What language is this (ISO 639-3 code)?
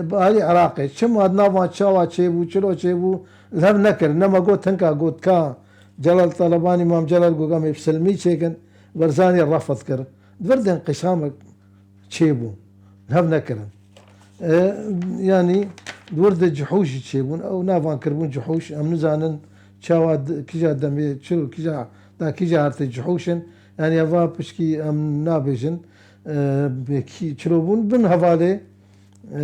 kur